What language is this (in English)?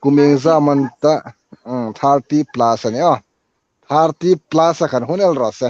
Hmar